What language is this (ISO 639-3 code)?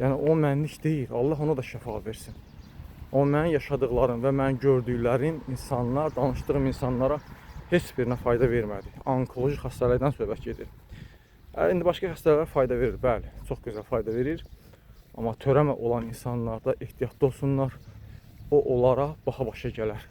aze